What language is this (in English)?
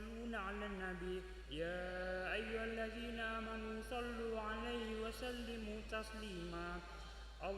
Madurese